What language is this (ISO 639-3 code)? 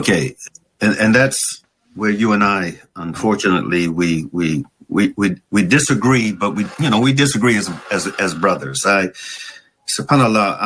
eng